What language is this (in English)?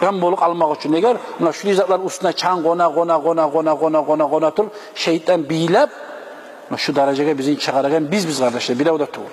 Kumyk